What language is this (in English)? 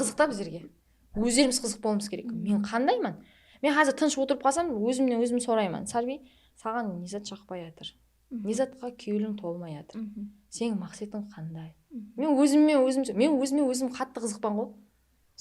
Kara-Kalpak